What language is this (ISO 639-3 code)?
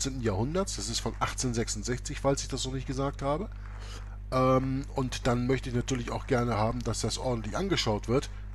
deu